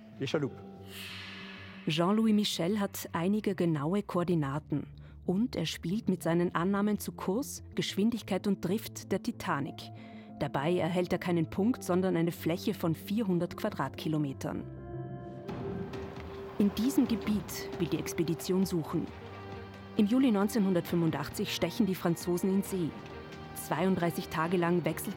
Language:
German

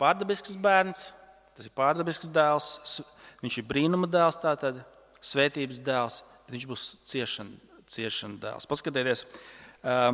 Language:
Latvian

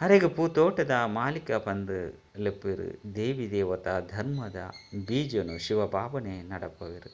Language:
Tulu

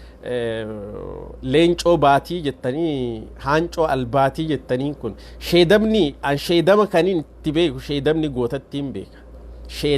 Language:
Oromo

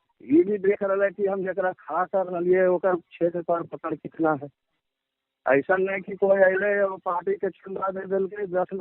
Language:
Magahi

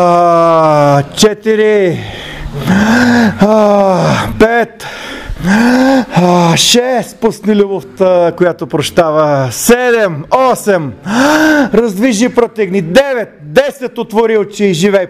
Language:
Bulgarian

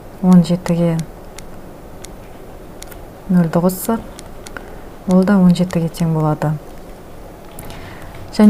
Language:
Kazakh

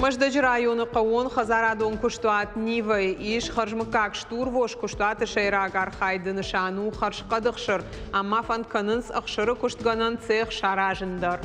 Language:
Ossetic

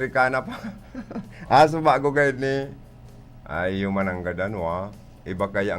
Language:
Bikol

